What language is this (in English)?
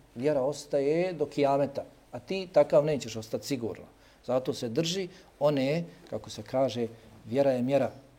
Bosnian